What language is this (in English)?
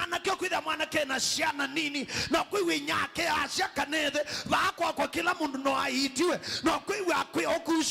Kamba